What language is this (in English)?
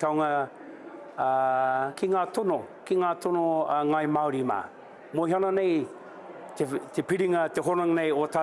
Māori